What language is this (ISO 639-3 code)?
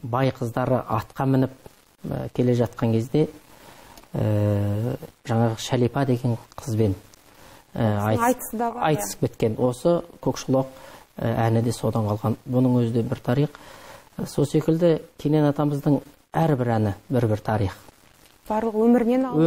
kaz